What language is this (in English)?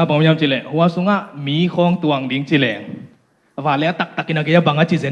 Tedim Chin